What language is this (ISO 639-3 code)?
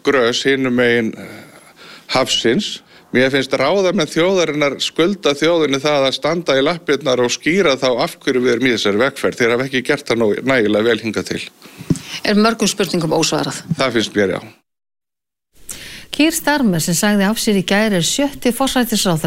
isl